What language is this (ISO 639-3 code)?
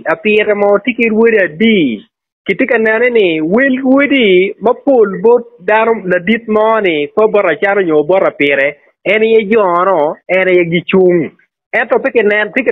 ach